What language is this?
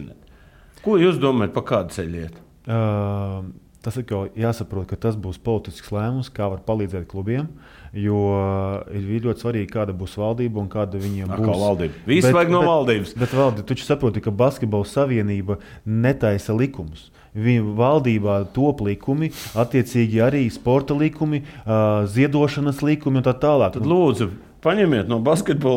Latvian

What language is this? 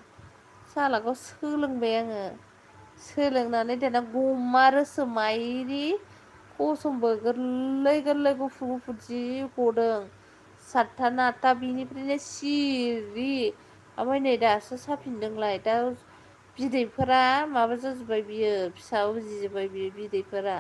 Bodo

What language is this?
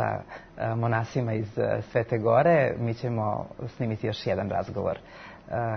Serbian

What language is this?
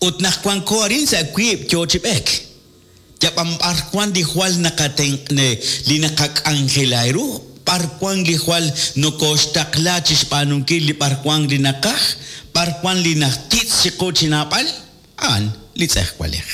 Kekchí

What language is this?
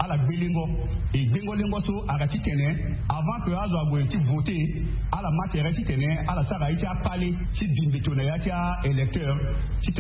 Sango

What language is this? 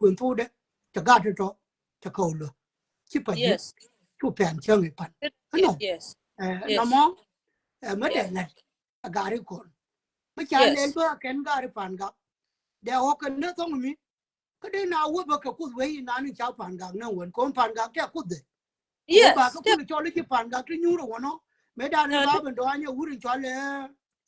Nuer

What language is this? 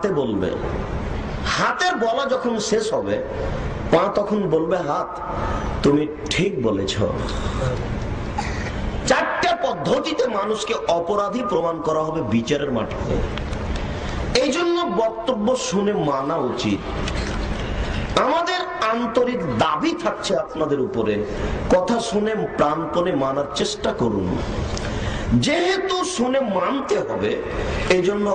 Bangla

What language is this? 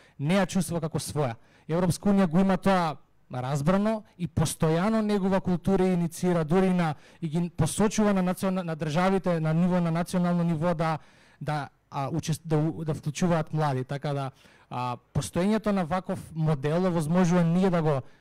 Macedonian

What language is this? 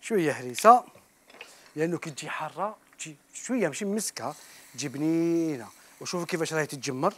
Algerian Arabic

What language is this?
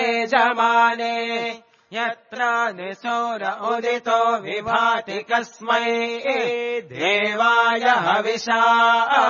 Sanskrit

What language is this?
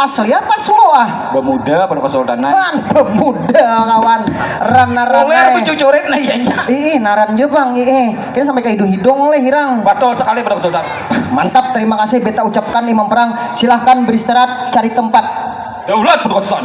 Banjar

